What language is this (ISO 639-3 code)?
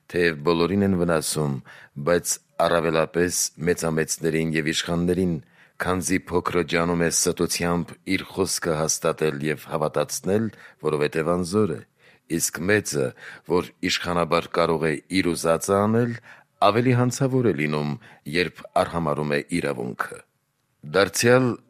hye